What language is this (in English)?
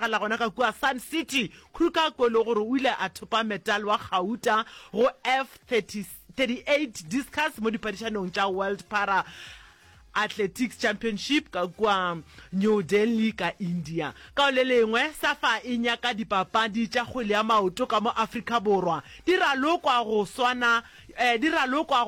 Northern Sotho